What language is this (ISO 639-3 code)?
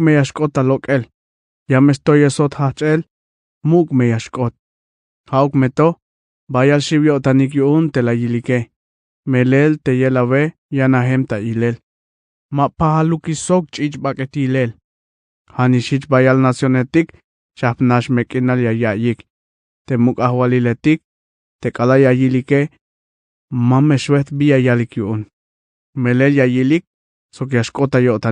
tzh